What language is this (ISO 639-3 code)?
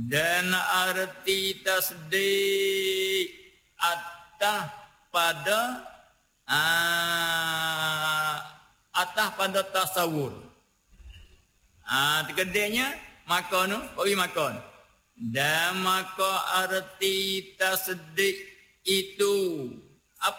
msa